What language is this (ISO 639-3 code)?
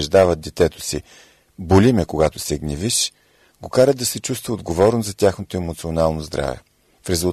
bul